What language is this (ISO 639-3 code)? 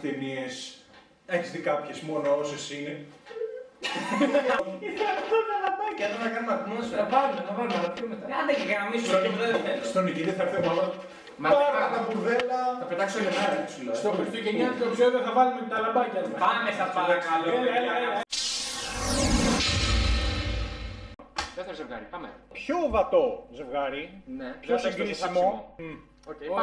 ell